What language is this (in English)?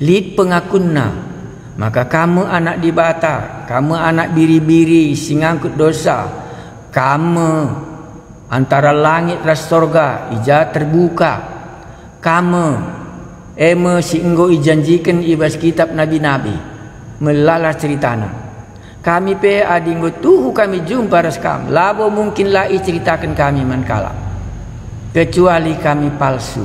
Batak Karo